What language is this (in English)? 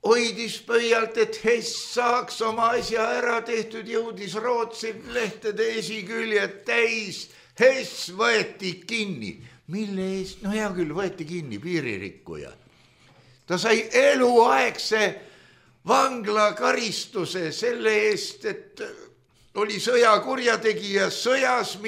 Estonian